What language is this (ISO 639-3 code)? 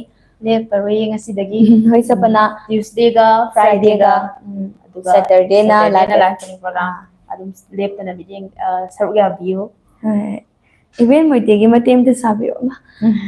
mni